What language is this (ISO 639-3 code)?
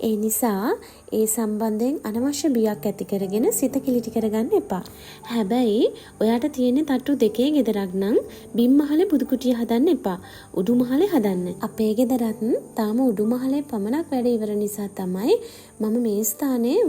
sin